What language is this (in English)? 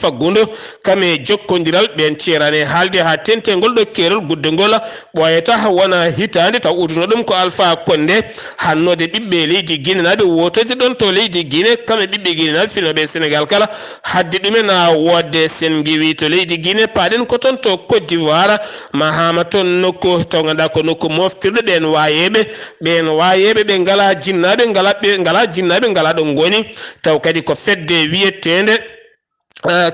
Fula